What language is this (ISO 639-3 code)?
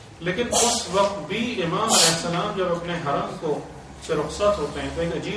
urd